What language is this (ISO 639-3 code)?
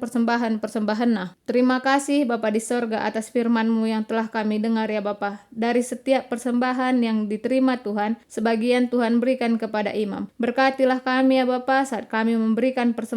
btx